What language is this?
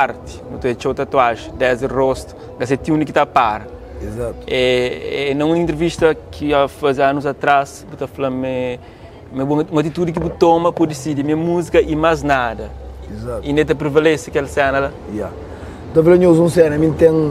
Kabuverdianu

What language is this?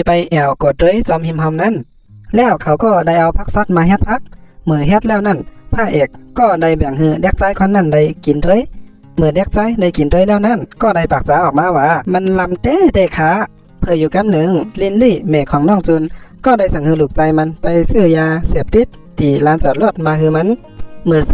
Shan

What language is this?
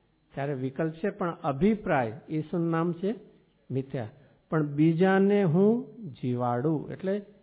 Gujarati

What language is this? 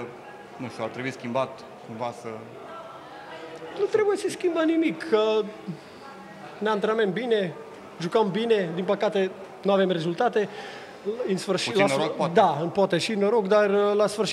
Romanian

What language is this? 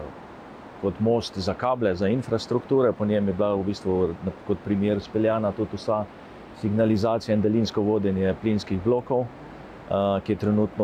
Slovenian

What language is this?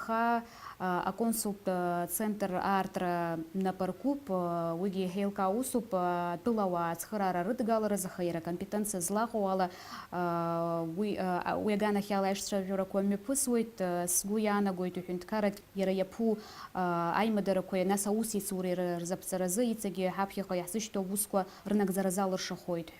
Abkhazian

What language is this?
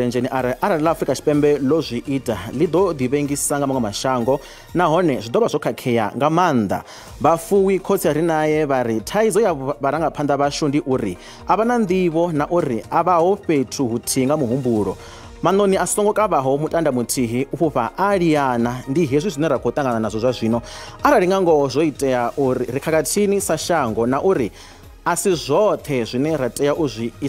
Venda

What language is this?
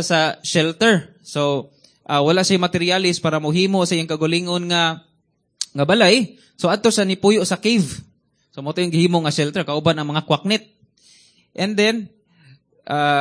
Cebuano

